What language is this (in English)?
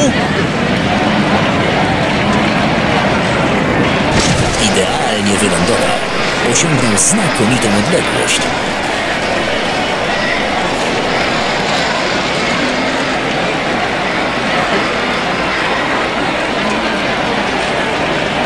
Polish